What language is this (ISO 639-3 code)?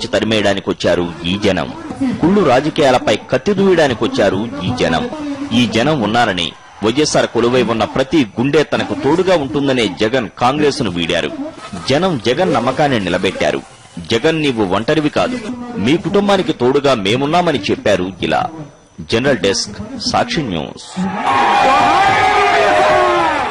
tel